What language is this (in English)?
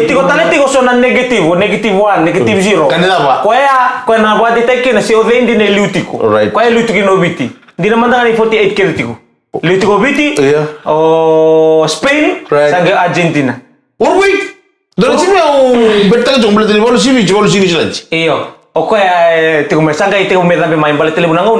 Fijian